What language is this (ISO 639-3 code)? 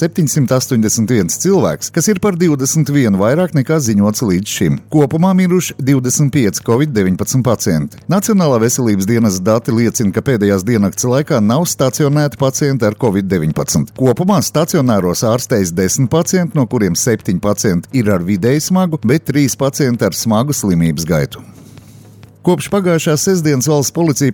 lav